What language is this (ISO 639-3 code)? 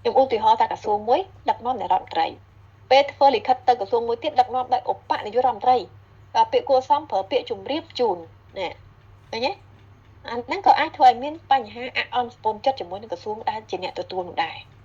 khm